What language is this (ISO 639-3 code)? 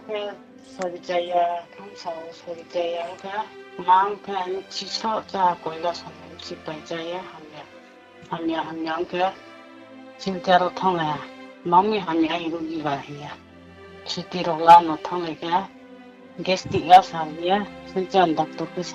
ria